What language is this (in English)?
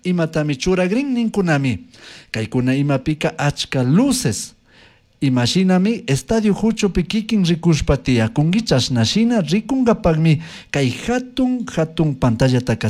Chimborazo Highland Quichua